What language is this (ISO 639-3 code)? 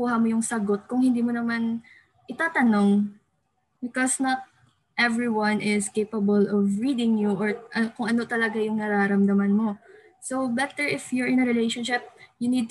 fil